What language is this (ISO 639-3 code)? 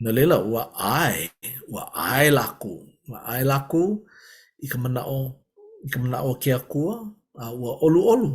haw